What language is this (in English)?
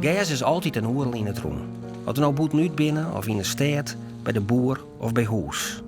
Western Frisian